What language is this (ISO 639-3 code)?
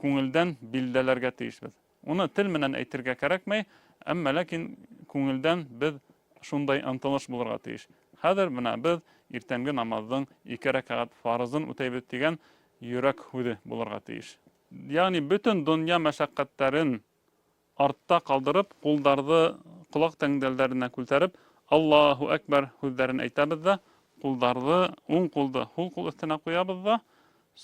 bak